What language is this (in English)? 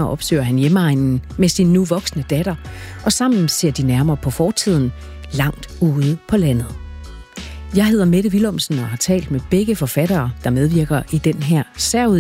Danish